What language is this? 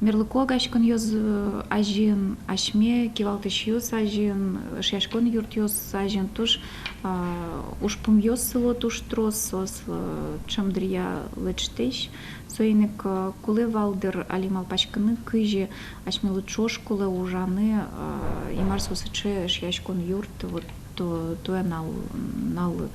Udmurt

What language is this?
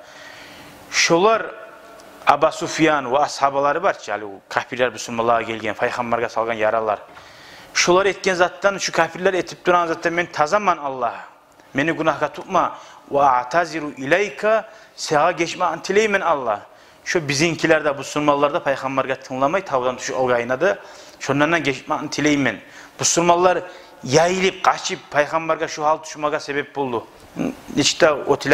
Kumyk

